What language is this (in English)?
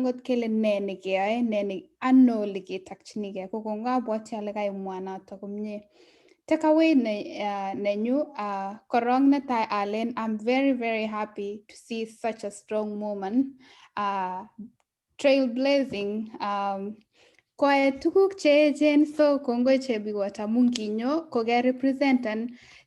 Kalenjin